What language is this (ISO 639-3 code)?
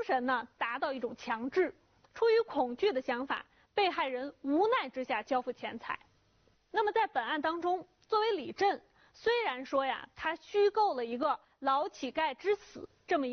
zho